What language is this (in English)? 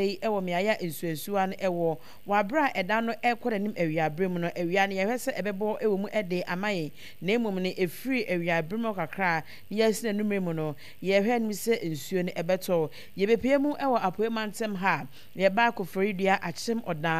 Akan